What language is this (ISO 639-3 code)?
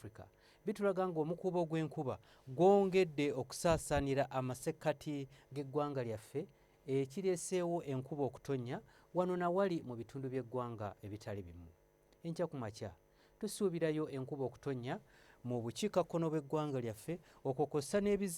lug